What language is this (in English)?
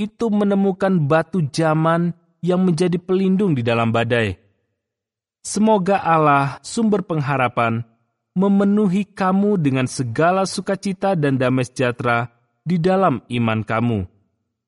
Indonesian